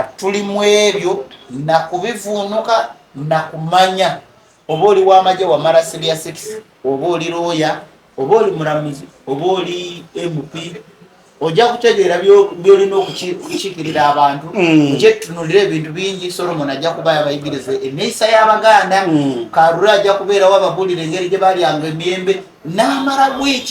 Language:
Ganda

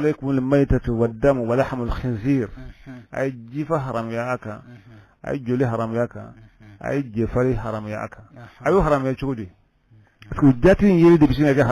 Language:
Bambara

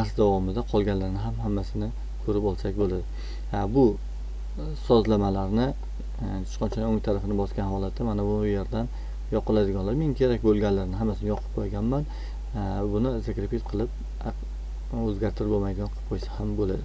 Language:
Uzbek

